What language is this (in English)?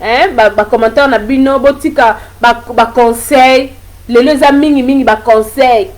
Lingala